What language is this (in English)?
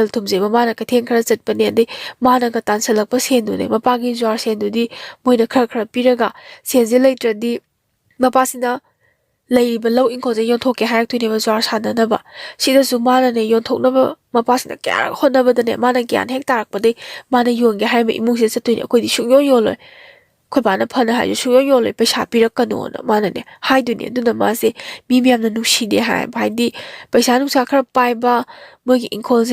Manipuri